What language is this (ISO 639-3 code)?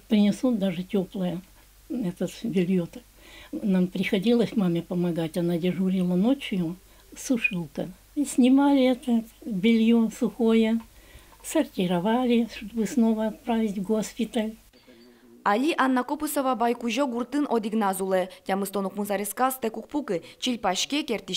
udm